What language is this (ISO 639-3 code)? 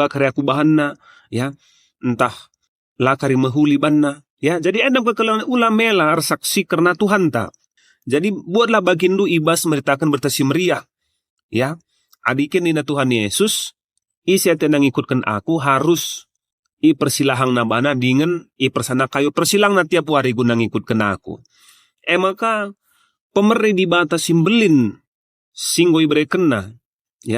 btx